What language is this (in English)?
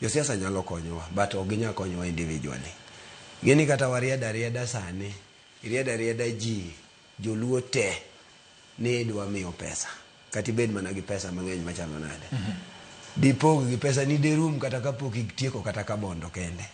Luo (Kenya and Tanzania)